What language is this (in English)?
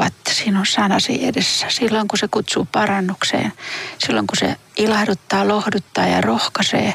Finnish